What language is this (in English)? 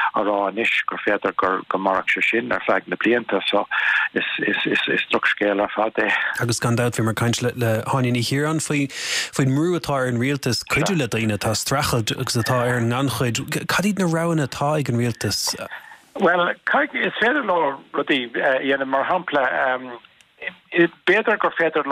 Irish